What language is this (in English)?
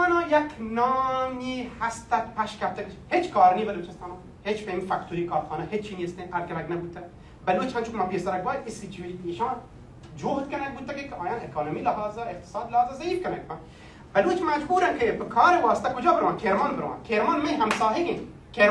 Baluchi